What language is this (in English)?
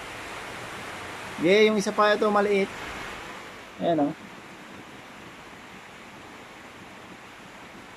Filipino